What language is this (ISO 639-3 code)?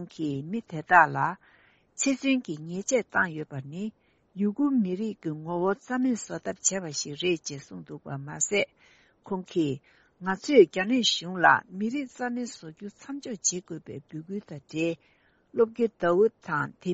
bod